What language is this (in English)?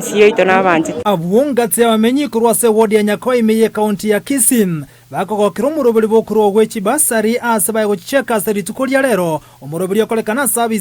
Gusii